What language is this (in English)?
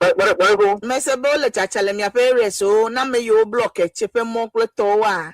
Ewe